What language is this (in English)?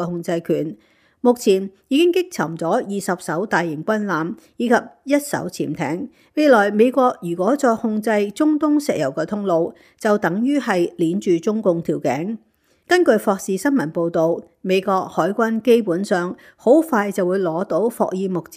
Cantonese